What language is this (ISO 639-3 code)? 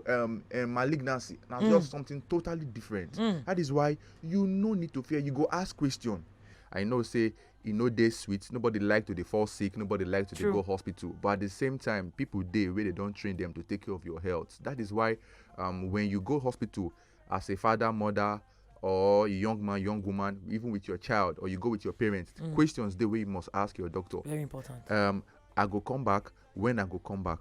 pcm